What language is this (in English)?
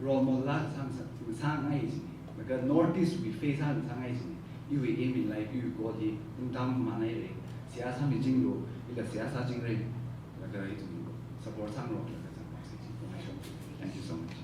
Tangkhul Naga (India)